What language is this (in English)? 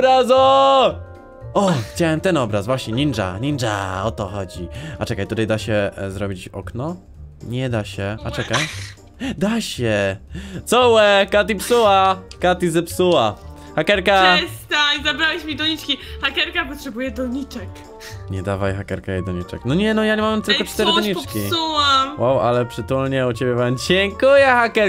Polish